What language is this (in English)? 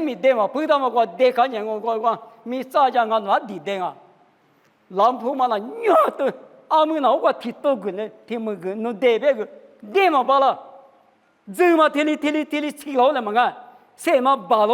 Lisu